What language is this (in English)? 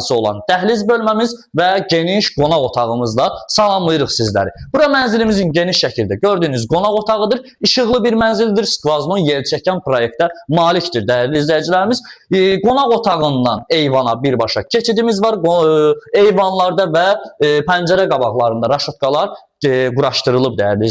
Azerbaijani